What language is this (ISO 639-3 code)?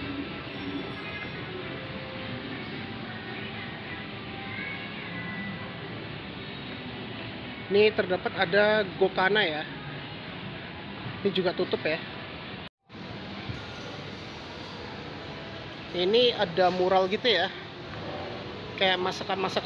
ind